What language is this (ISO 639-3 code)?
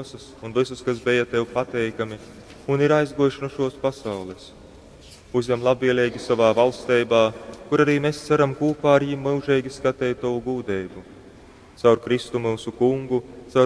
ltg